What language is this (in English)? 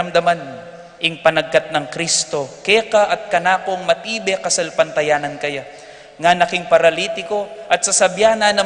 Pampanga